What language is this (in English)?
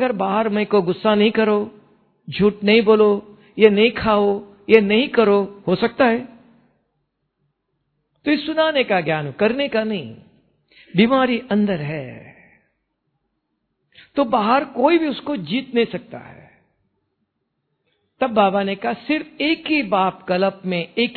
Hindi